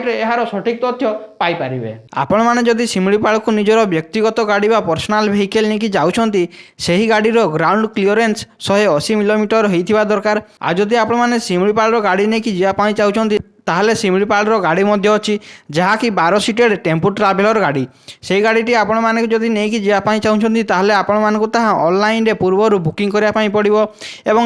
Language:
Odia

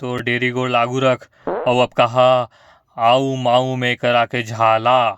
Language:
Chhattisgarhi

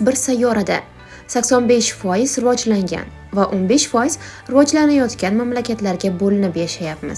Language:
Uzbek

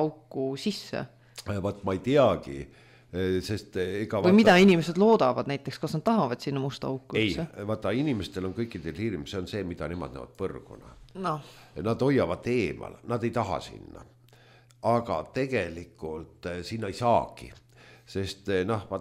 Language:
Estonian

